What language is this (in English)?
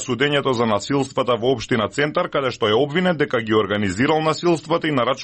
Macedonian